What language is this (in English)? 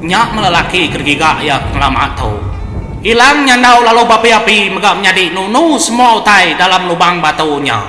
Iban